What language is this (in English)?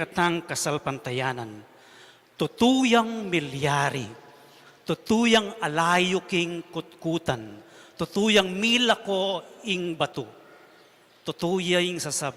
Pampanga